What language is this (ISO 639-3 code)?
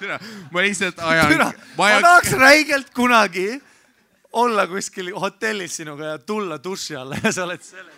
est